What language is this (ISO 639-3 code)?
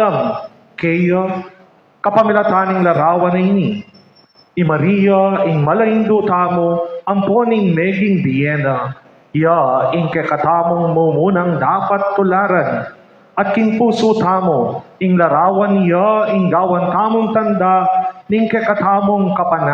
pam